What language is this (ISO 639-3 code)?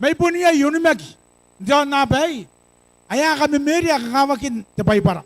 gil